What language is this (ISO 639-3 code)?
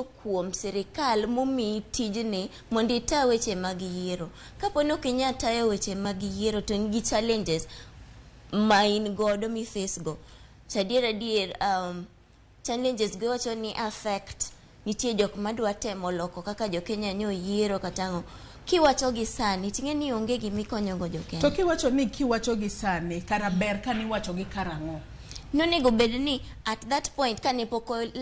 luo